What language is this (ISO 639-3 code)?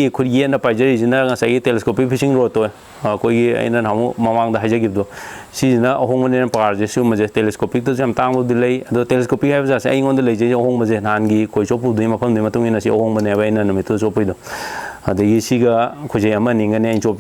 mni